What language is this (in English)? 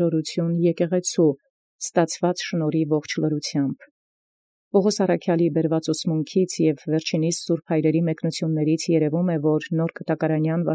Armenian